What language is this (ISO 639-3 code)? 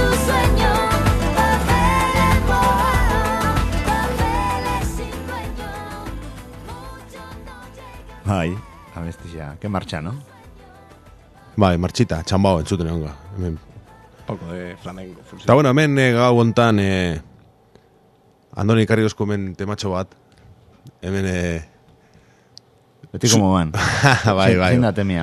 eus